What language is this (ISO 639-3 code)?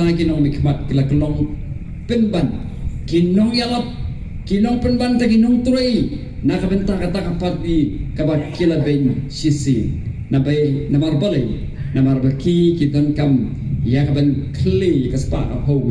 kha